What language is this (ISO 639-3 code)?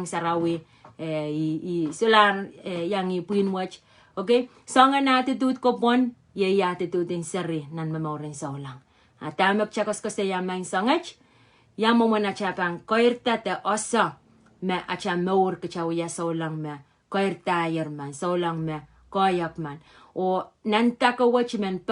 pon